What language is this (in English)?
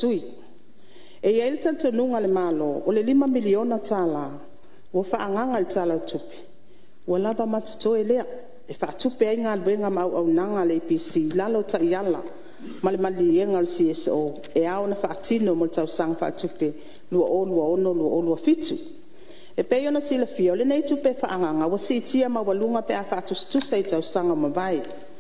Samoan